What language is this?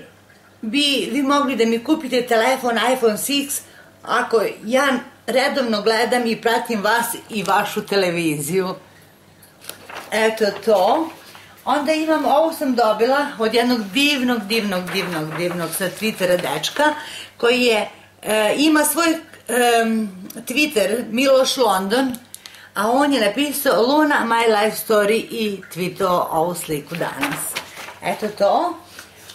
Serbian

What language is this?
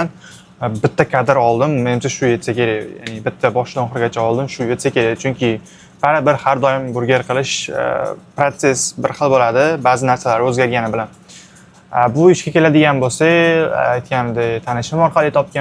Uzbek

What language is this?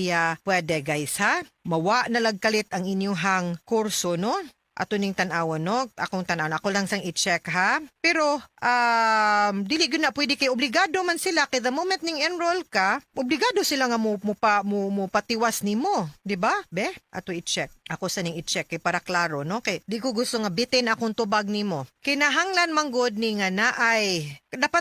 Cebuano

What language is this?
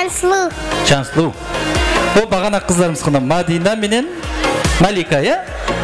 Kara-Kalpak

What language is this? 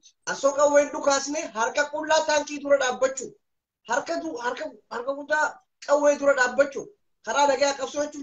Oromo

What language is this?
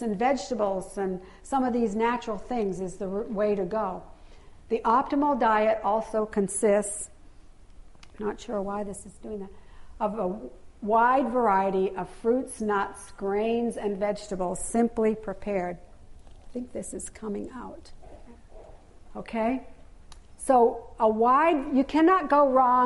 English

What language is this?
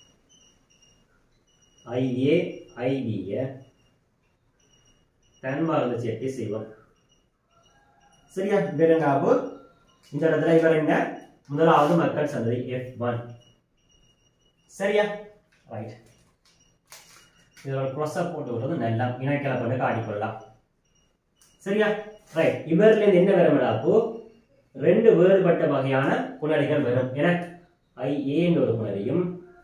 Tamil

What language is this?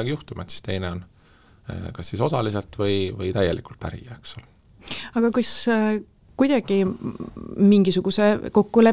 Estonian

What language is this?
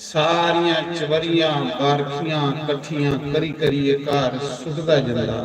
Dogri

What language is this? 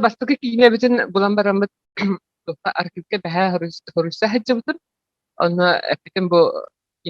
Yakut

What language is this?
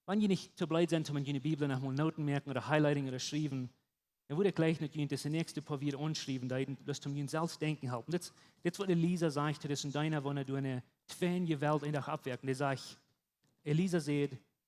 Plautdietsch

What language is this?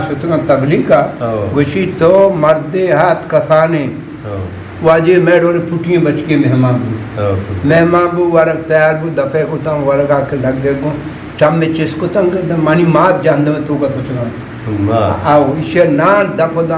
Eastern Balochi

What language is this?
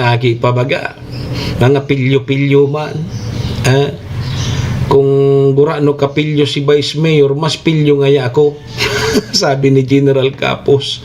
Bikol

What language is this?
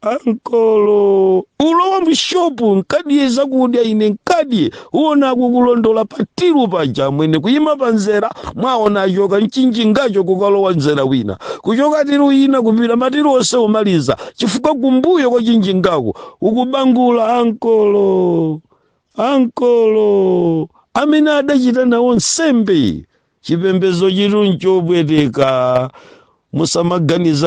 Nyanja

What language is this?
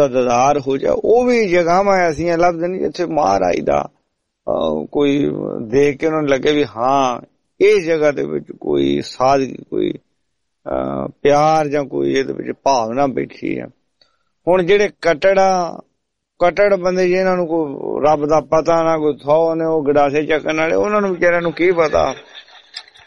Punjabi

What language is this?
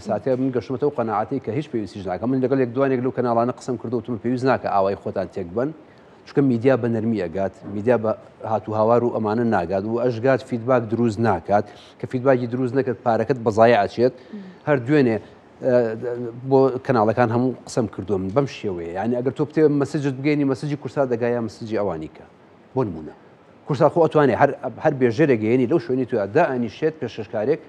Central Kurdish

